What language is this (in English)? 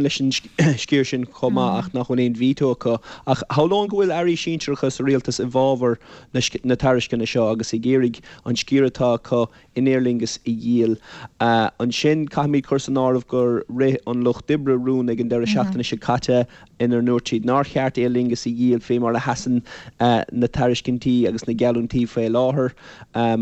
Irish